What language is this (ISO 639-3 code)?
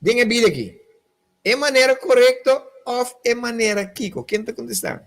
pap